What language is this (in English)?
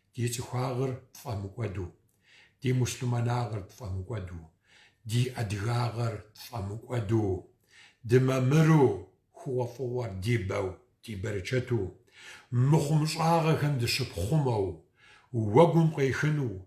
Kabardian